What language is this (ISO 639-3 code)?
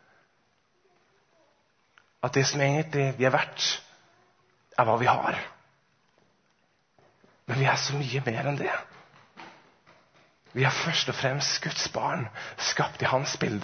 nor